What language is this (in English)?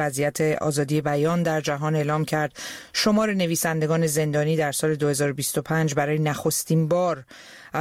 Persian